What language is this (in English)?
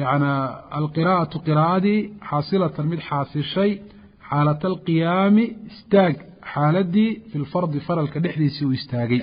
Somali